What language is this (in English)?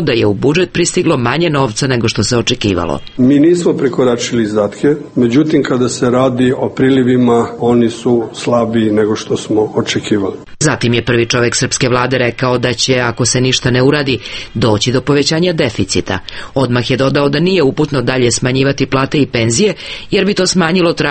Serbian